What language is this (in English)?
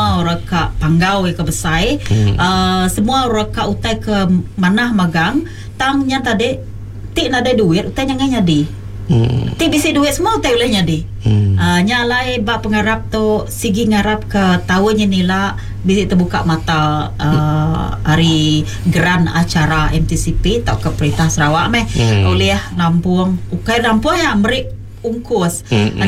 Iban